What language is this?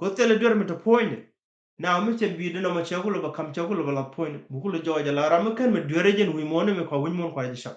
Nuer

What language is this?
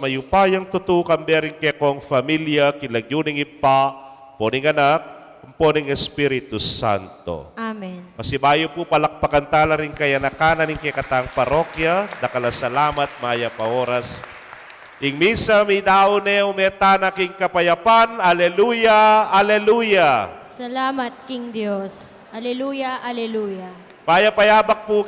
Pampanga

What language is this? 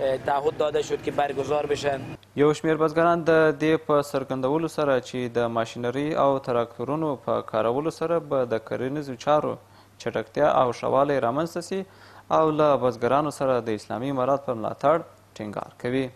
Pashto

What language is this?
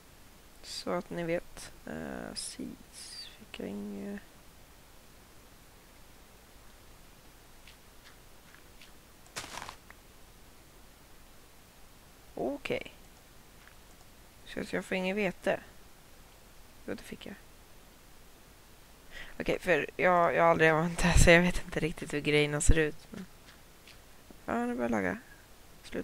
Swedish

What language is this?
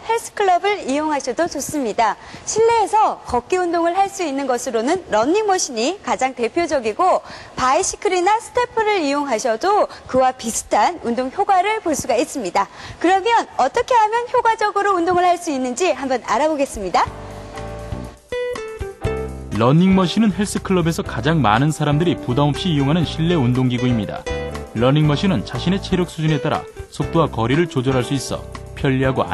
Korean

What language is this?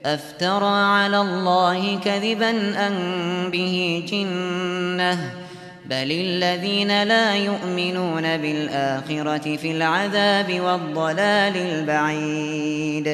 Uyghur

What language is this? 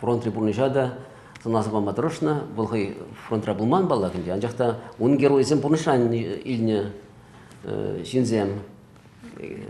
Chuvash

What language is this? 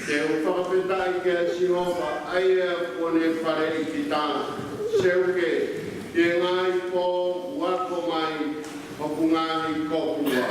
Tongan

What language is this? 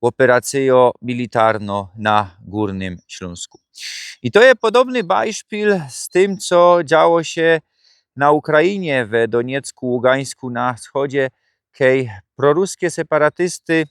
Silesian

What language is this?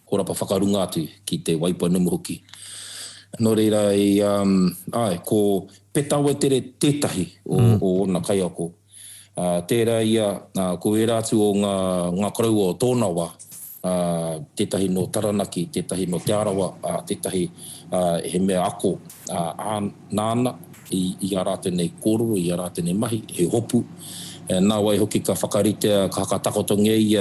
Māori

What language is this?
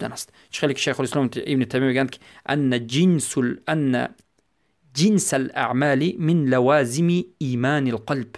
Persian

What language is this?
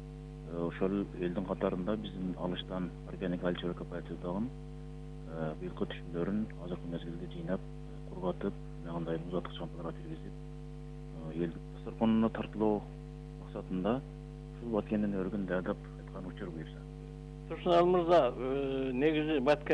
Kyrgyz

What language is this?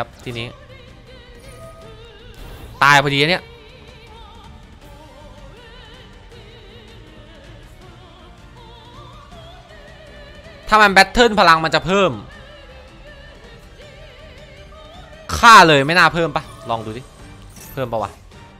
Thai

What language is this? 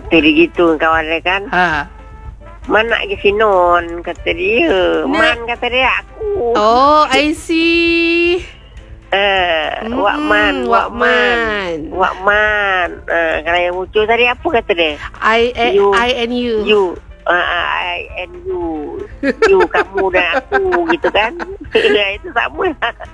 Malay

